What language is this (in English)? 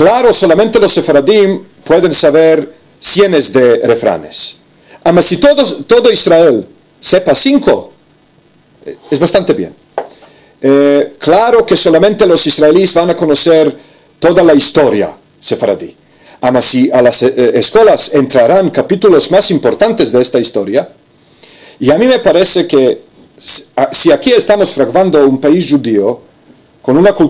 Ladino